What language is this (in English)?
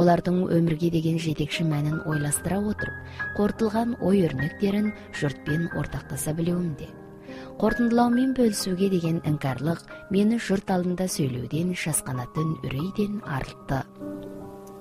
Kazakh